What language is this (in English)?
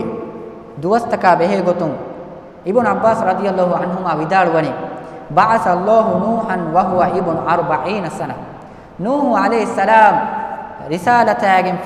Divehi